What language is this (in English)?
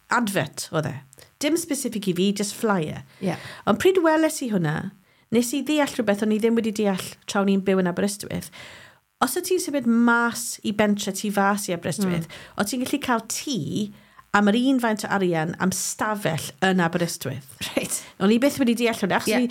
Welsh